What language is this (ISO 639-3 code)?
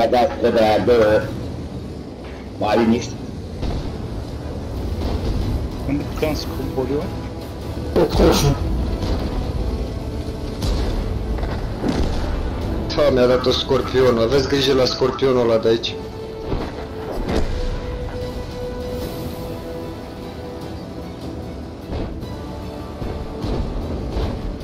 ron